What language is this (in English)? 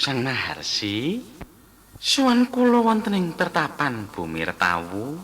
Javanese